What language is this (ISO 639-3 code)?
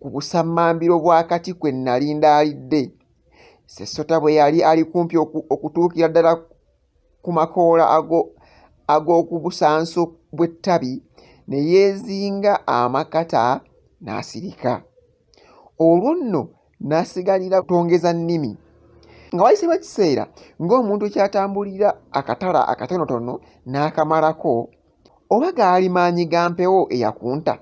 lug